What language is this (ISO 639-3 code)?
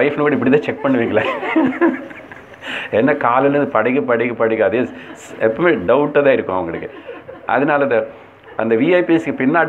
tam